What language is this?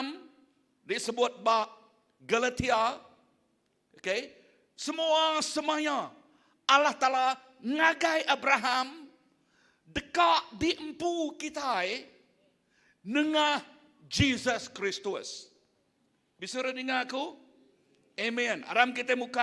Iban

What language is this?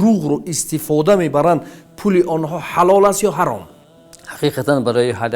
Tajik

